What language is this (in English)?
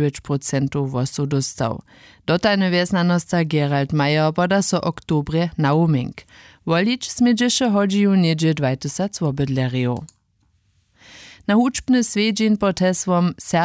Upper Sorbian